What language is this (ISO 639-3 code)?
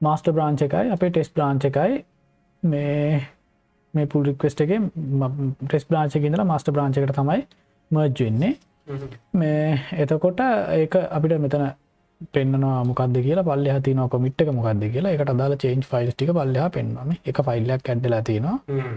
sin